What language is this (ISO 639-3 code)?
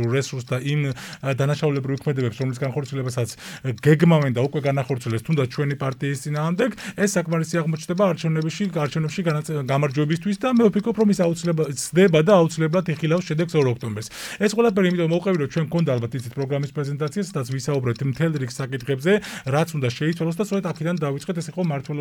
kat